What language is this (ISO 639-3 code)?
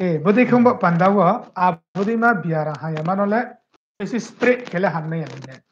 ria